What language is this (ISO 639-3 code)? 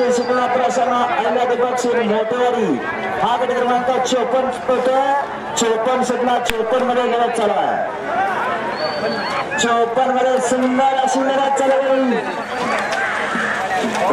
mar